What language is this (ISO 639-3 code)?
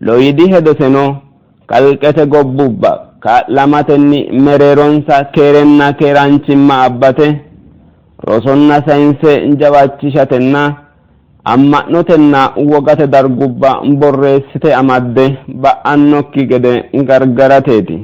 sid